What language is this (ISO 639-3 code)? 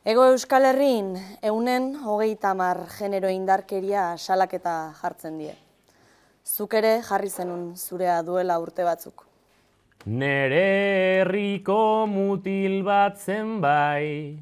eus